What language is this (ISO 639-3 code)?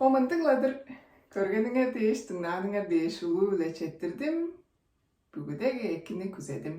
tyv